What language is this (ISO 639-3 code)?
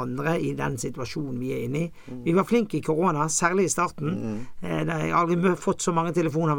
nor